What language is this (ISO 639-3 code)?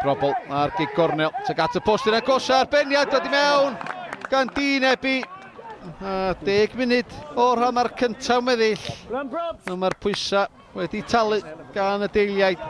cym